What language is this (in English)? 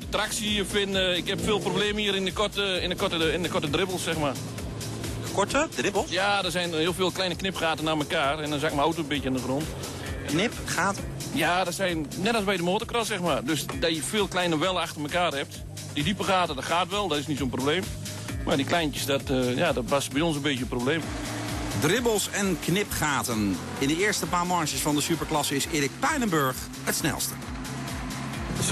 Dutch